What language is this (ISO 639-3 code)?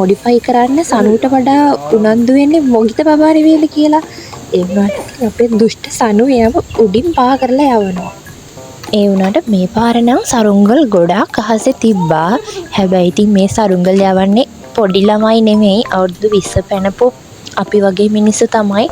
sin